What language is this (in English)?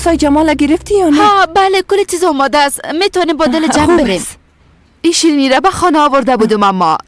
Persian